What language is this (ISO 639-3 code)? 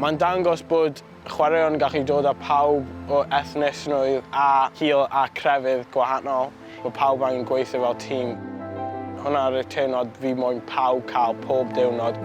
cym